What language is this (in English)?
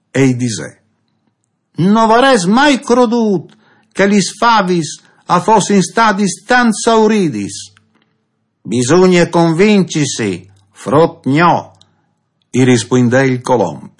Friulian